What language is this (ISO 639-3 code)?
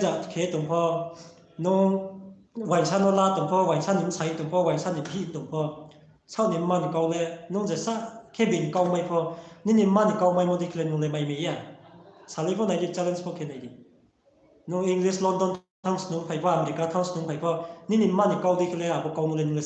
ria